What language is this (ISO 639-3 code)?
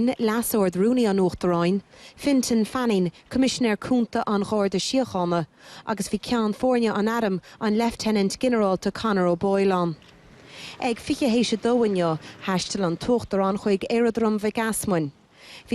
gle